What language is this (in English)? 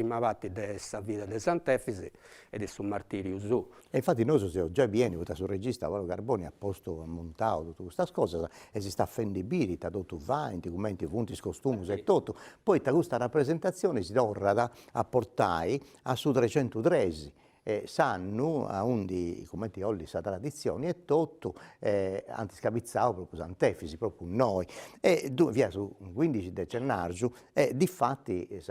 Sardinian